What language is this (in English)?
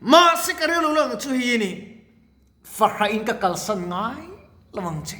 Mizo